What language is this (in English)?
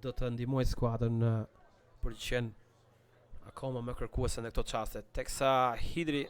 Albanian